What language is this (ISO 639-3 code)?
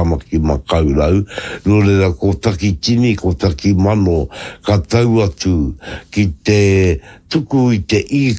mri